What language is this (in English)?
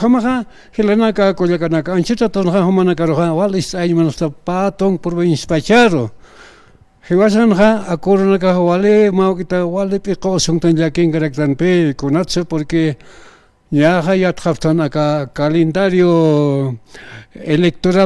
Aymara